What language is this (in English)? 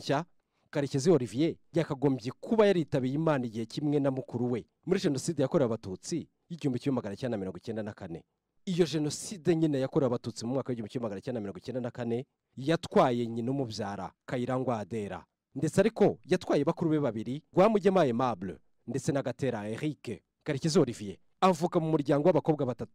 Kinyarwanda